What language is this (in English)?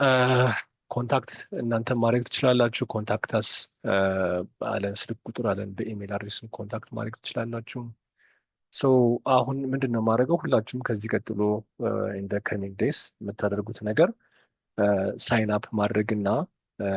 Amharic